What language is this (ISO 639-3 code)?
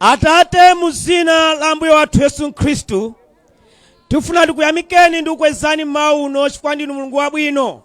nya